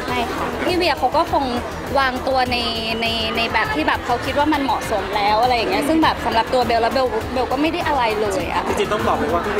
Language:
Thai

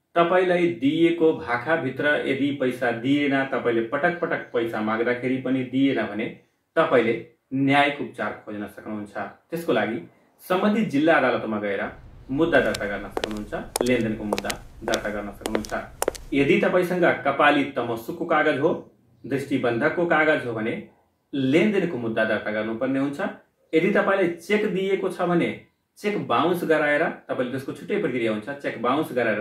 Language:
Nepali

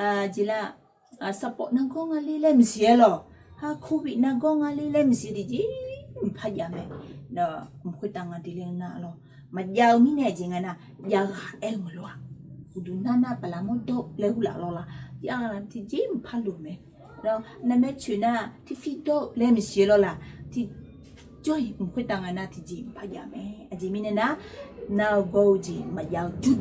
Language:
Akha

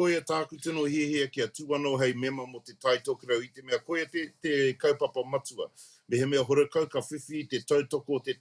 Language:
Māori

